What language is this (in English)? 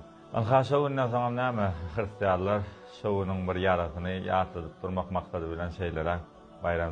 Turkmen